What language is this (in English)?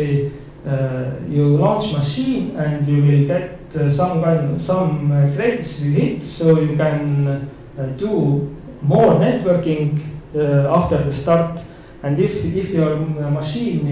English